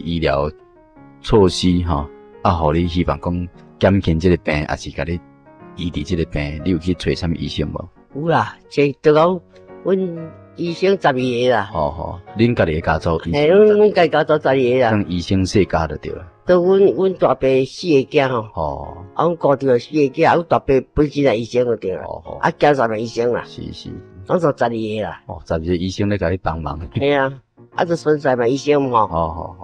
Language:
Min Nan Chinese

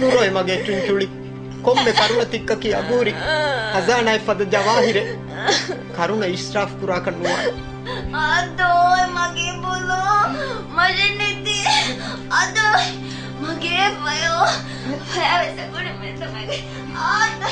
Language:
Divehi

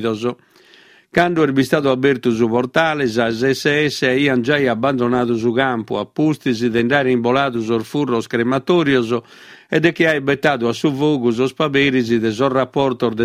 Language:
Sardinian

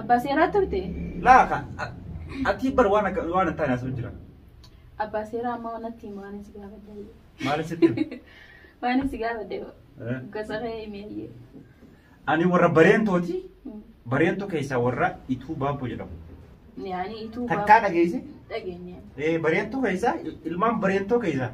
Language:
Oromo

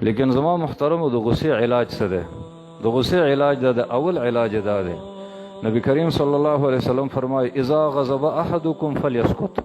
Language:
Pashto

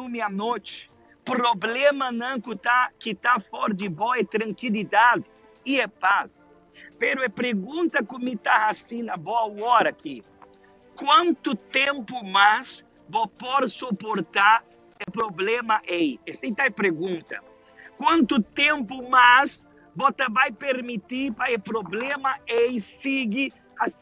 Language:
Papiamento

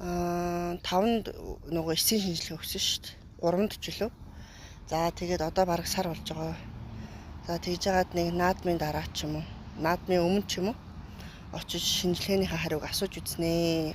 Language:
Mongolian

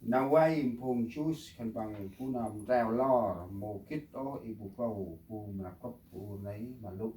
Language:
Central Mnong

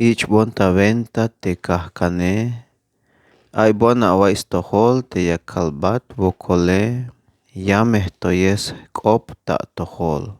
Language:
Tzeltal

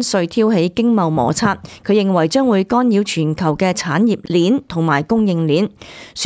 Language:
Cantonese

